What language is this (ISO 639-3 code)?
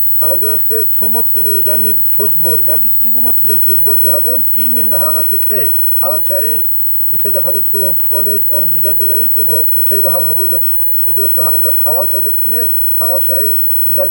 ava